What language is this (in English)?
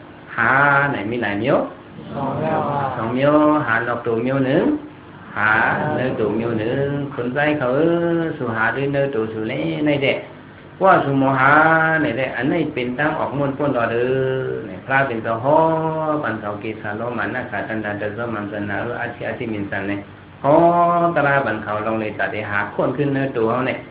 Shan